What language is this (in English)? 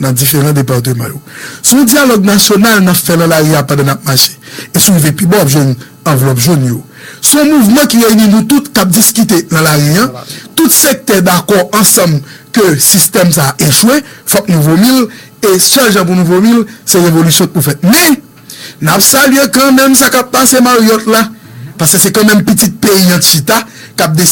Haitian Creole